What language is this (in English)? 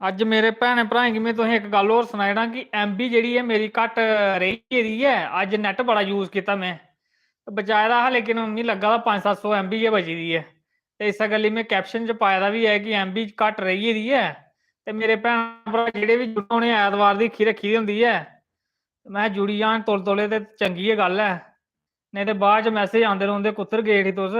Dogri